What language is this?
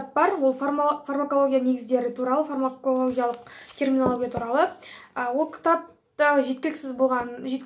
Kazakh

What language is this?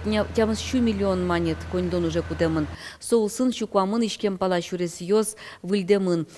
Udmurt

